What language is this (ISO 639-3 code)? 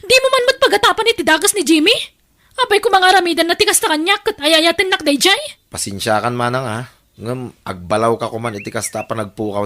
ilo